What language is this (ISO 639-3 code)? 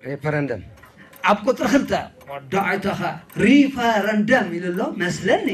tir